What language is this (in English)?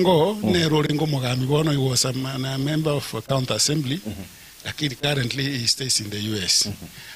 Gusii